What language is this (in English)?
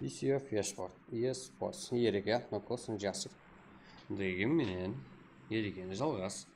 Kara-Kalpak